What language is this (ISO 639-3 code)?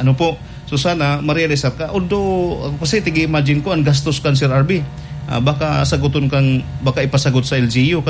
bik